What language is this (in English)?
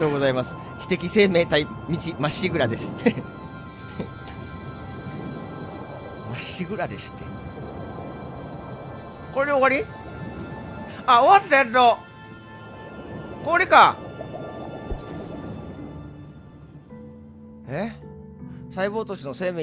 Japanese